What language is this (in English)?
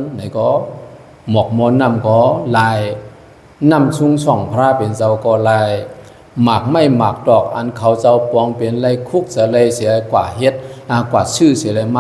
Shan